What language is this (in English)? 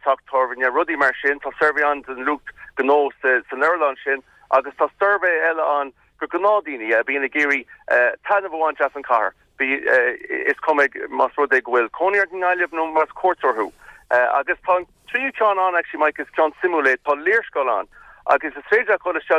Irish